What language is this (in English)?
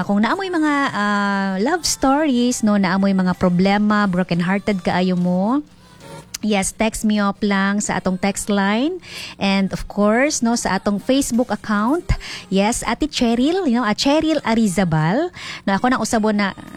Cebuano